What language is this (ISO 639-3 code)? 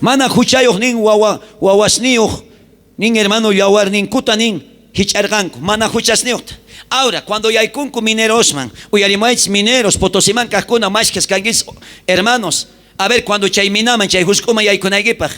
quh